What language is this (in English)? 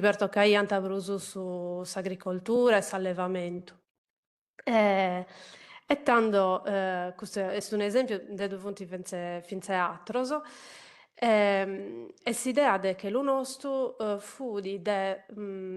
Sardinian